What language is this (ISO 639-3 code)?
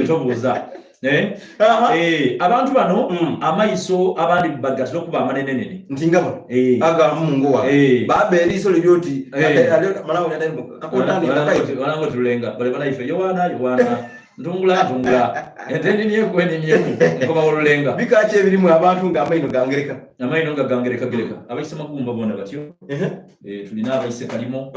xog